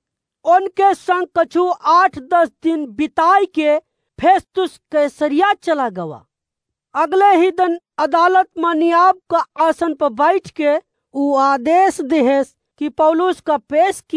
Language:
Awadhi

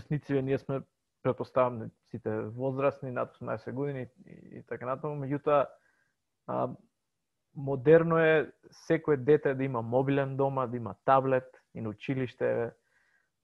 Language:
Macedonian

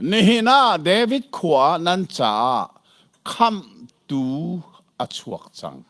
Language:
Hakha Chin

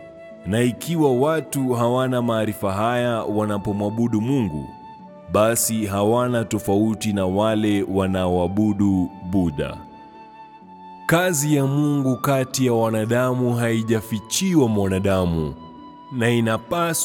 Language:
Swahili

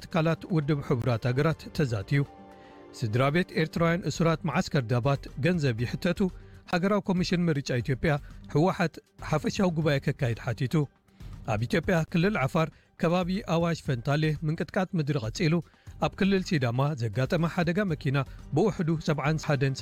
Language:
Tigrinya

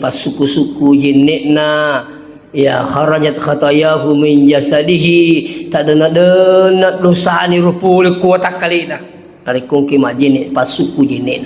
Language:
Buginese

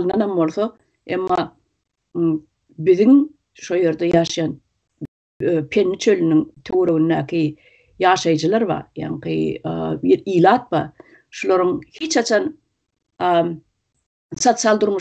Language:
Turkmen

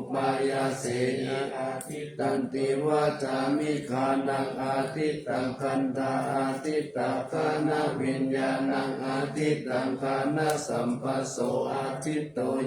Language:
Pali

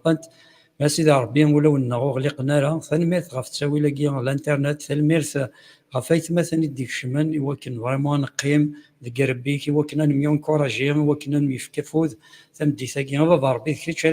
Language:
Kabyle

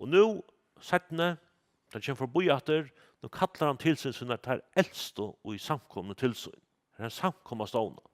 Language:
Faroese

